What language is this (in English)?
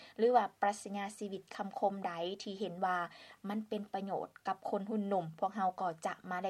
Lao